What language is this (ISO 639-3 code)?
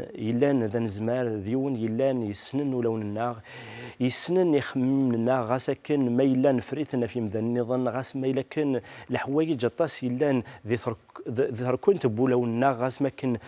kab